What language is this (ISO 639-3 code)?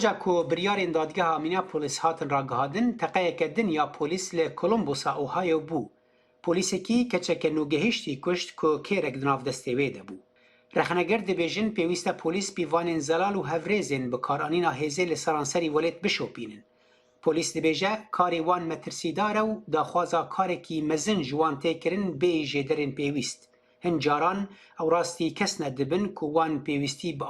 kur